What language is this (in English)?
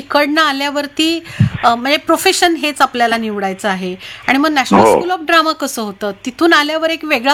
Marathi